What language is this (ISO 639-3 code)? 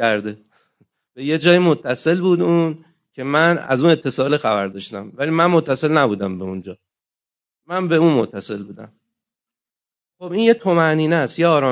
fas